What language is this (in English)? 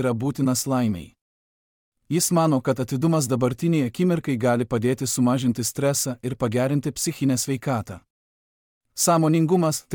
Lithuanian